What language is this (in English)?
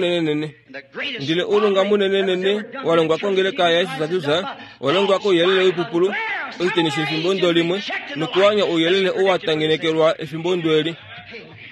Kuanyama